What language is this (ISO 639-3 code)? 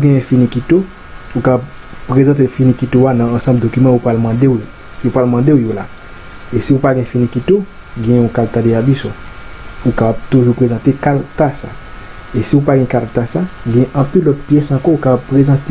hat